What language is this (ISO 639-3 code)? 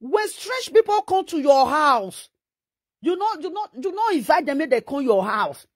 pcm